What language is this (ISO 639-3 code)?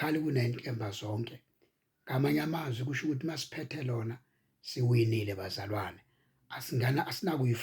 zul